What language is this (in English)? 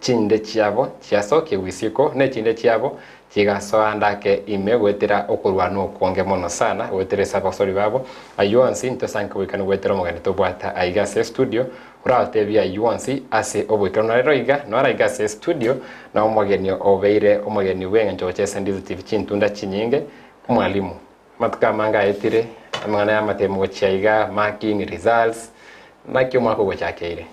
Gusii